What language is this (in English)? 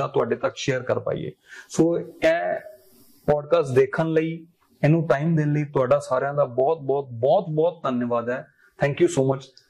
Punjabi